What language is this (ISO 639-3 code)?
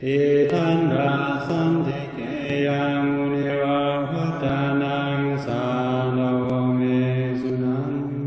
pli